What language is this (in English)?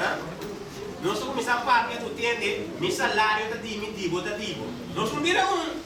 Papiamento